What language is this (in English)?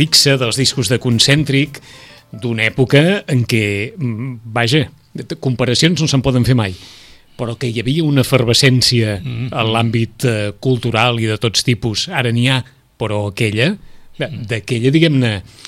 Catalan